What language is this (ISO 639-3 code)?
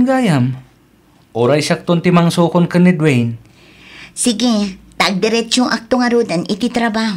ilo